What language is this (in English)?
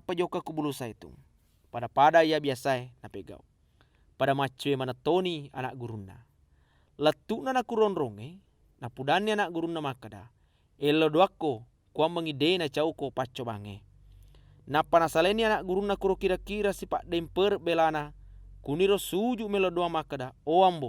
Buginese